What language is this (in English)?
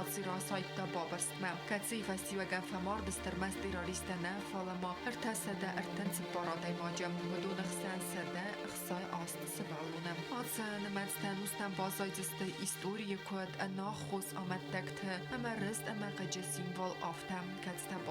Ossetic